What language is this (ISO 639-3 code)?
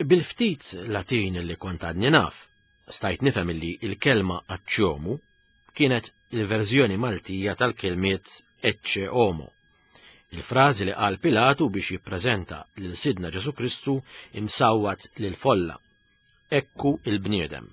mlt